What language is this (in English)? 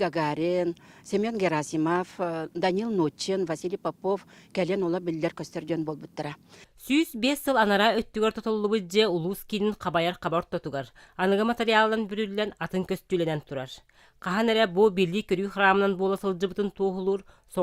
Yakut